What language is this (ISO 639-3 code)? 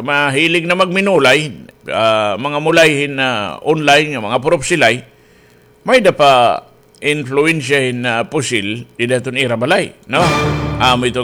war